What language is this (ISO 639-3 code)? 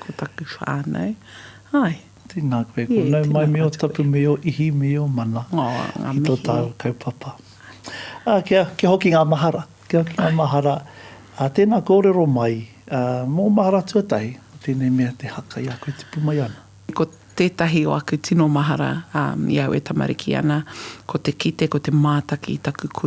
mri